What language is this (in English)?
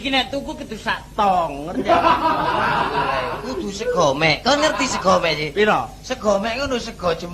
Javanese